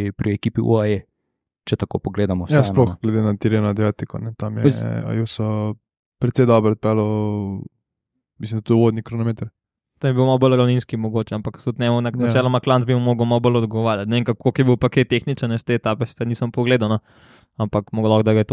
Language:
Slovenian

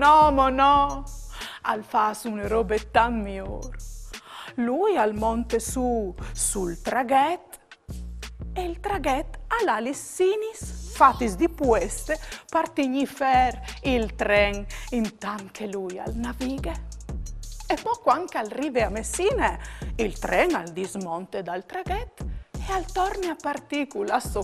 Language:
Friulian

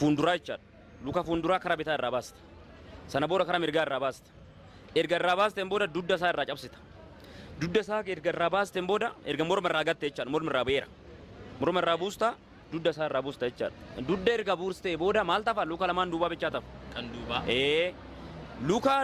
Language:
Oromo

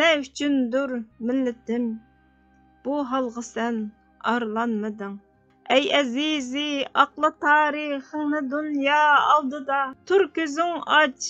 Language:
Uyghur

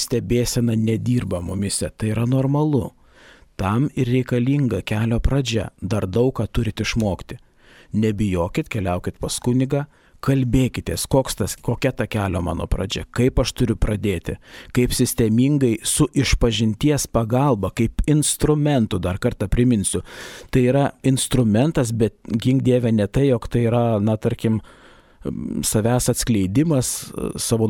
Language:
Lithuanian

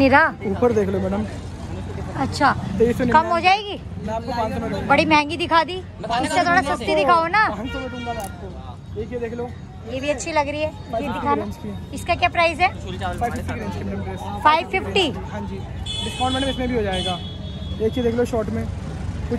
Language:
Hindi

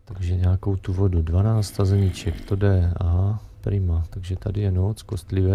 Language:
Czech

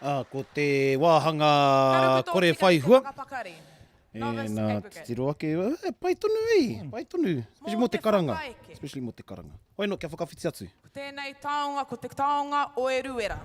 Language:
Māori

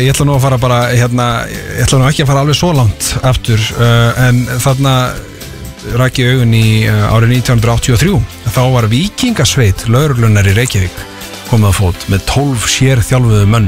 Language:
Icelandic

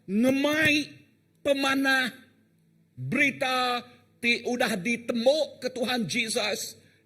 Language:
Iban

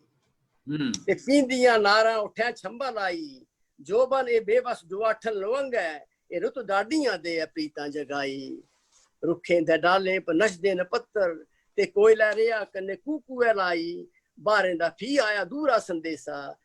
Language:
Dogri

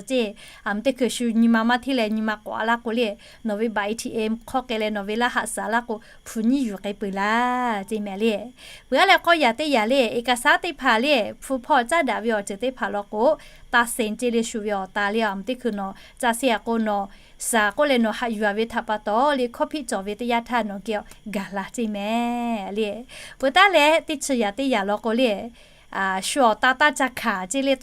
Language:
Lahu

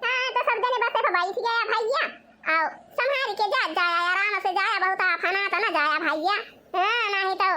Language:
Awadhi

